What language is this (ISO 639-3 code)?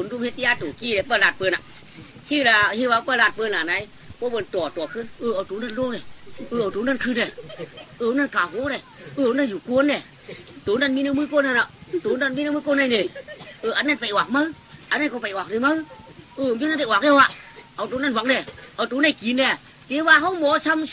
shn